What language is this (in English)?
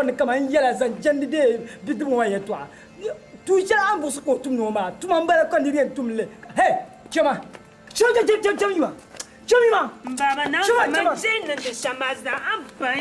Dagbani